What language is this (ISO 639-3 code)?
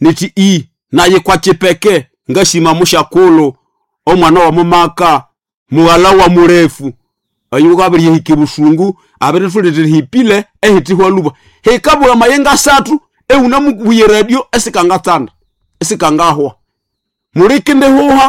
nnb